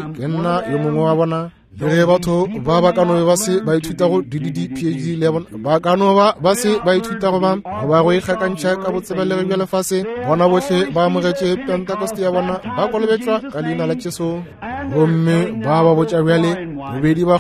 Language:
Northern Sotho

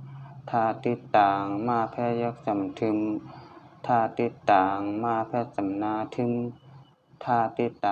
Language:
Shan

